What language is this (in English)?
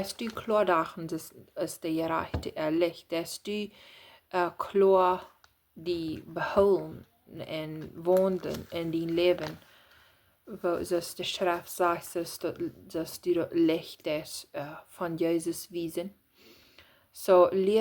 Plautdietsch